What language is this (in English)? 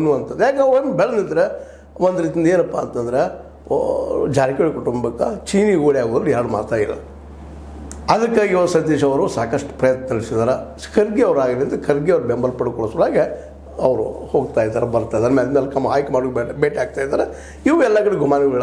Kannada